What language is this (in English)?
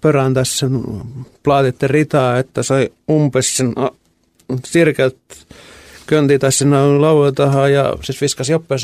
Estonian